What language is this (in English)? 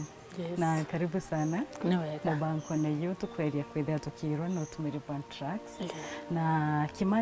Meru